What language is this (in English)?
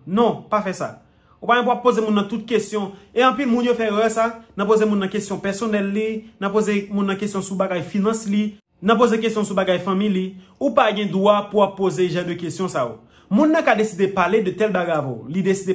Haitian Creole